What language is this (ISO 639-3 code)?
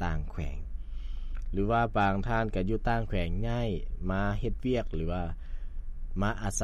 lao